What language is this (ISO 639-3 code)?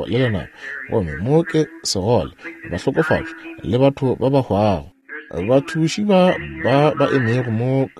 nso